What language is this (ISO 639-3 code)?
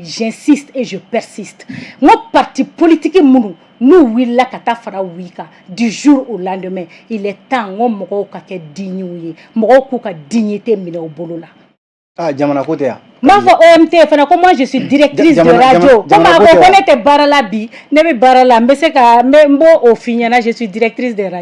bam